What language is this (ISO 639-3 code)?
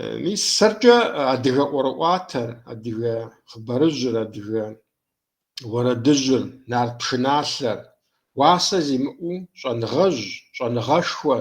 kbd